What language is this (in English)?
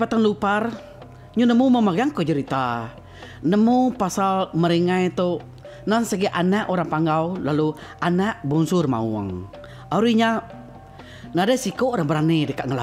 Iban